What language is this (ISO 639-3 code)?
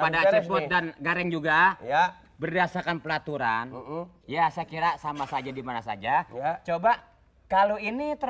bew